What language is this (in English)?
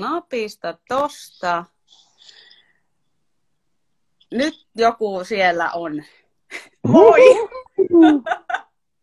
Finnish